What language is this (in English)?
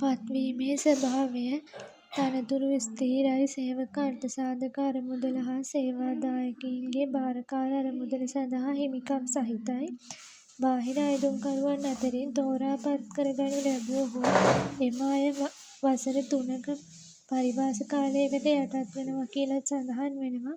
Sinhala